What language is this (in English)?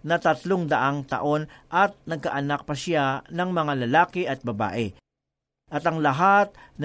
Filipino